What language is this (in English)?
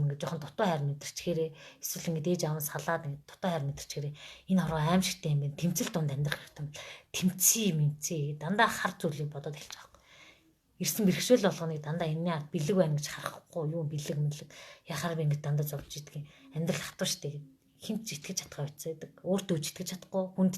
Mongolian